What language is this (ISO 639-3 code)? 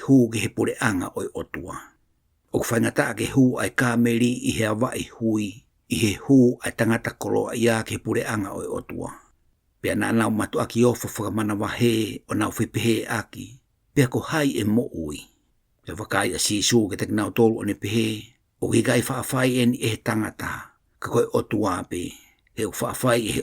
ton